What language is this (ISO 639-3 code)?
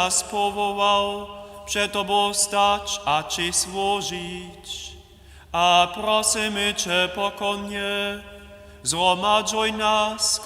hsb